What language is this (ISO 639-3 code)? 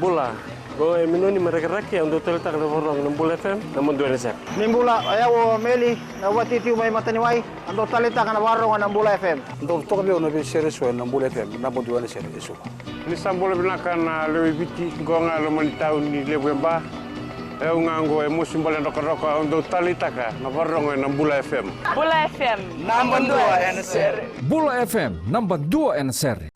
fij